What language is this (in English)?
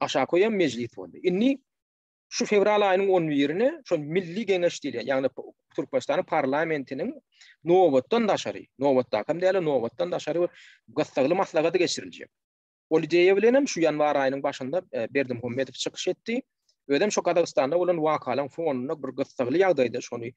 Turkmen